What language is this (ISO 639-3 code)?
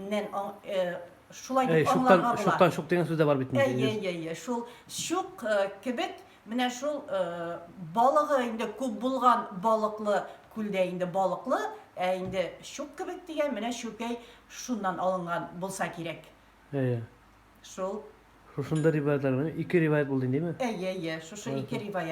tat